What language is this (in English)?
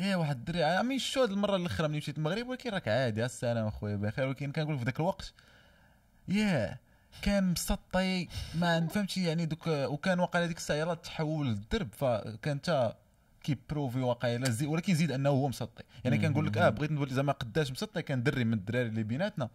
Moroccan Arabic